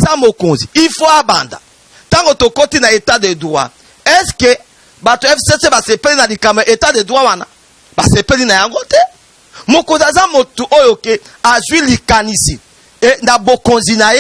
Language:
Lingala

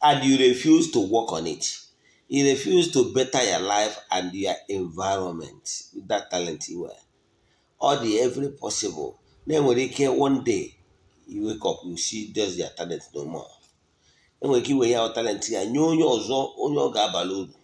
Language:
Igbo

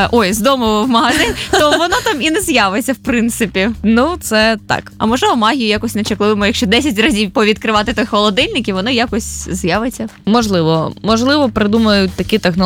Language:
Ukrainian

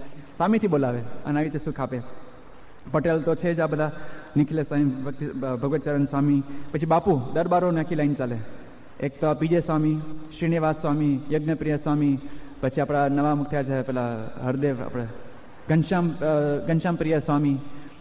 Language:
Gujarati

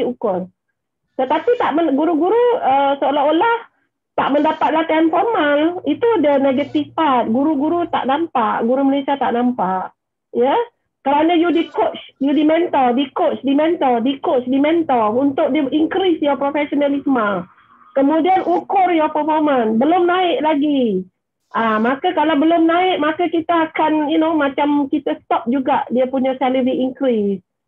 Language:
Malay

